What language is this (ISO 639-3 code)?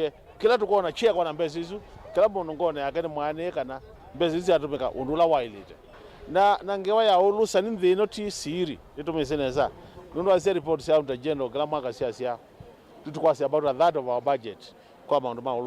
kam